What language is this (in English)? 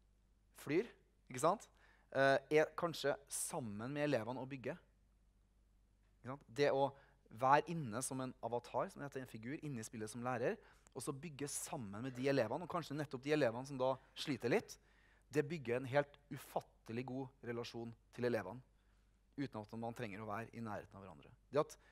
Norwegian